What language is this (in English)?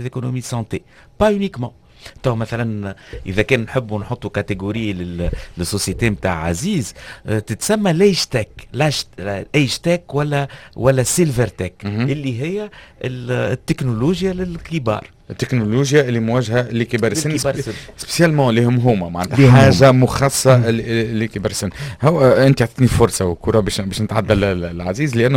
Tunisian Arabic